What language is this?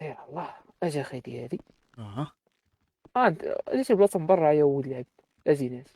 Moroccan Arabic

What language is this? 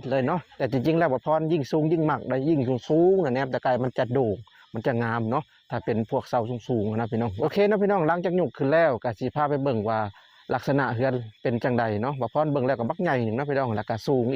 Lao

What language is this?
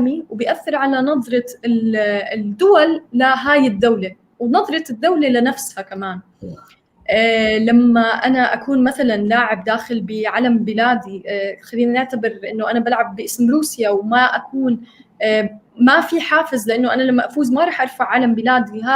North Levantine Arabic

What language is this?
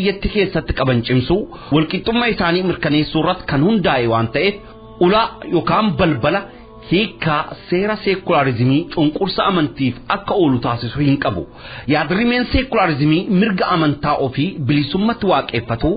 Oromo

